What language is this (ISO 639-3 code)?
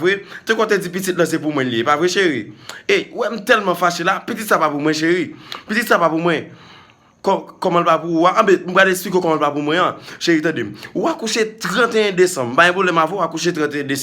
hat